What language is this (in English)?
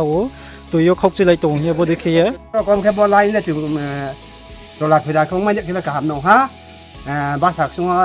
Riang (India)